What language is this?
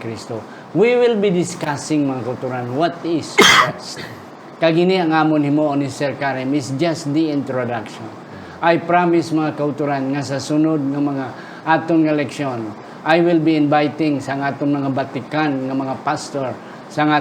Hiligaynon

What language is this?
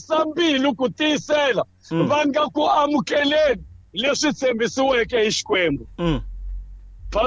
Tsonga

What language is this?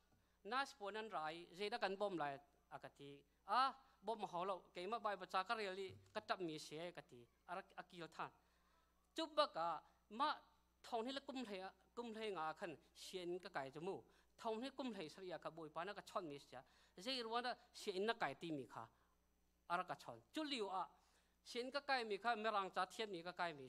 Hakha Chin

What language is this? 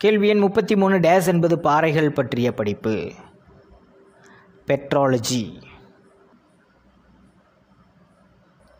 Tamil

